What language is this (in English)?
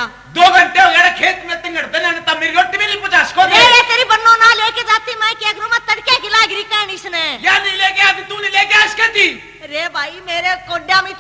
Haryanvi